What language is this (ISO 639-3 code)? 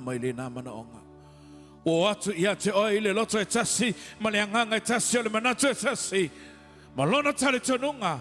smo